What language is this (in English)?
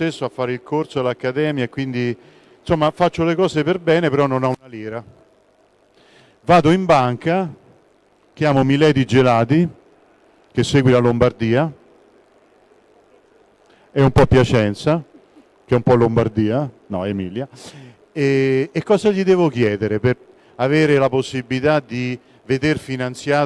Italian